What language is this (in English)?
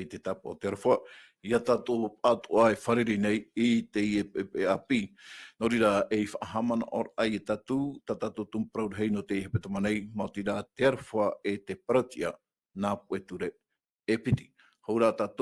Tahitian